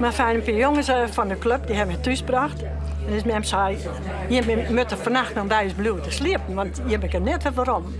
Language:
Western Frisian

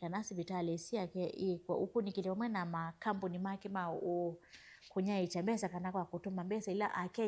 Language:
Kamba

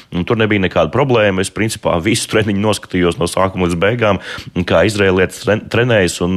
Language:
Latvian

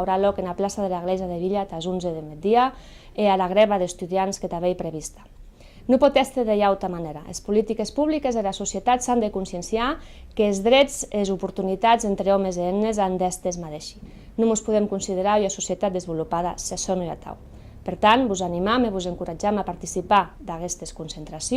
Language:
Occitan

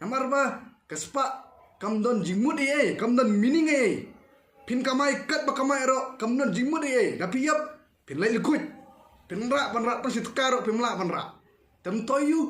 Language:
Khasi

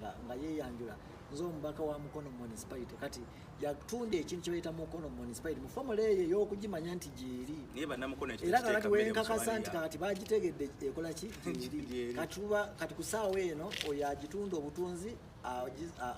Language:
Ganda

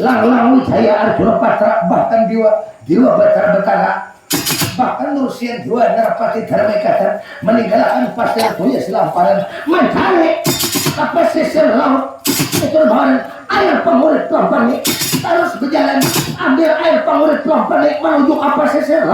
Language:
Banjar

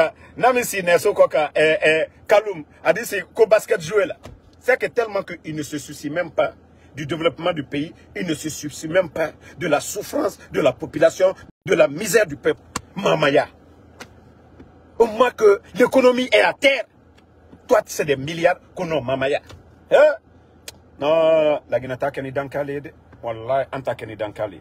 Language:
French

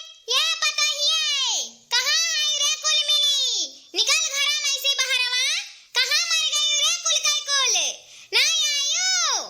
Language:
Awadhi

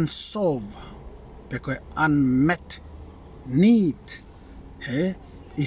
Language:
Tongan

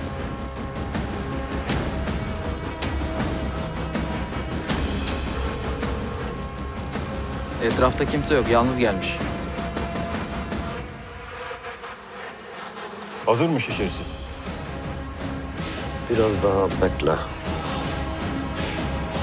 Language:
Turkish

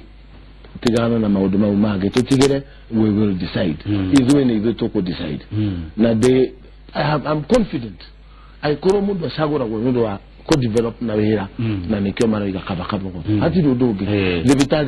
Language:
Kikuyu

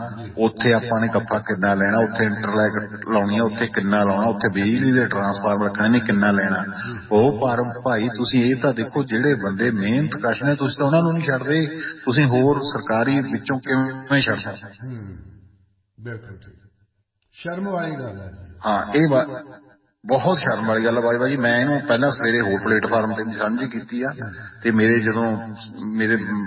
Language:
Punjabi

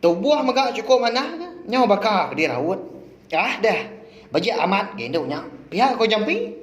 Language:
Iban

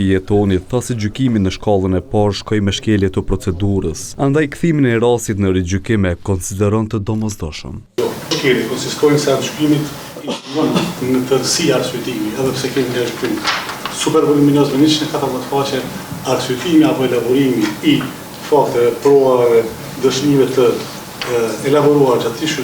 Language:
Albanian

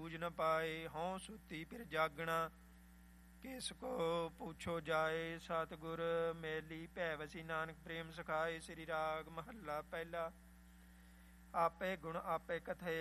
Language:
Punjabi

